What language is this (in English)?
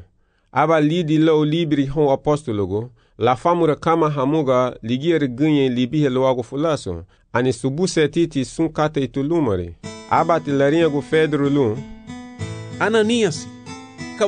Garifuna